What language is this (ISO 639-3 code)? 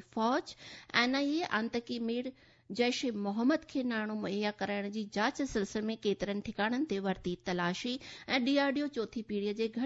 snd